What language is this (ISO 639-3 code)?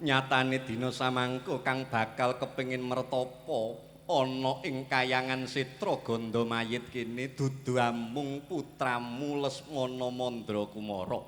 jav